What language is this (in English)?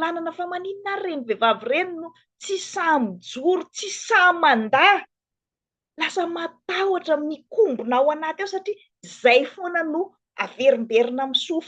Malagasy